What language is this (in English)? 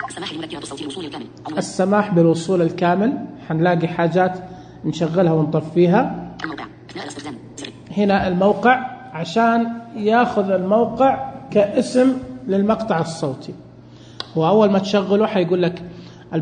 Najdi Arabic